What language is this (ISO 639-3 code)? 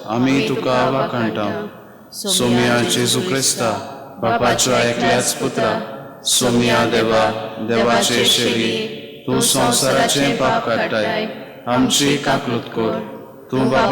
kok